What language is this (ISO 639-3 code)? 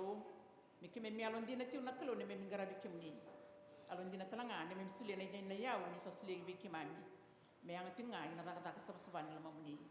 fij